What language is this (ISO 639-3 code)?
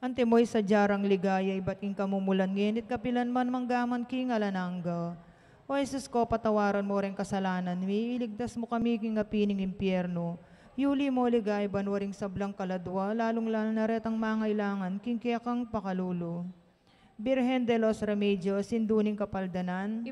pam